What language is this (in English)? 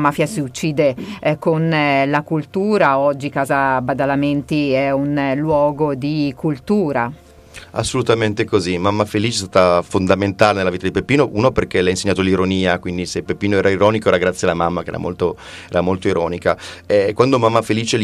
Italian